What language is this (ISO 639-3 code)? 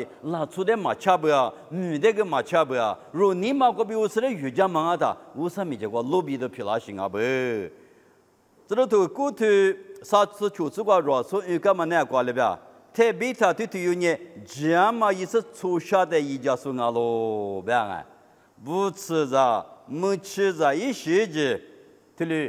lis